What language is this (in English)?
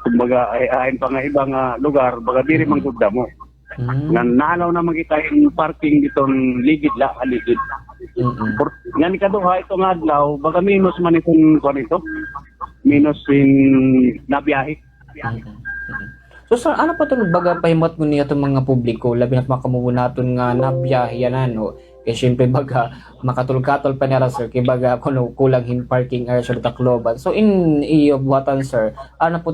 Waray